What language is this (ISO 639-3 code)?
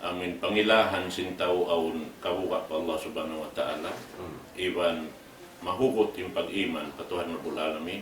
tsg